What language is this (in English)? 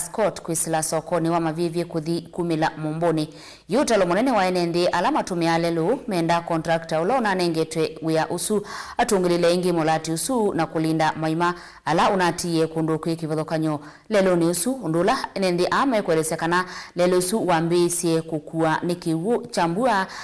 Kamba